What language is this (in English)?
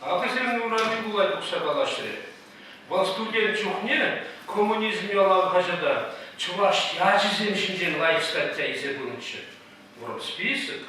Chuvash